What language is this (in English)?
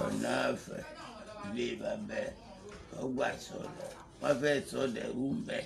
Yoruba